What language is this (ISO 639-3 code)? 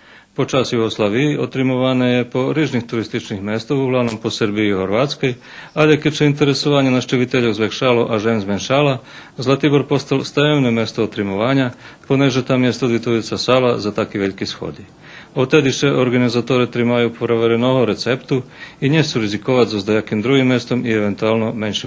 rue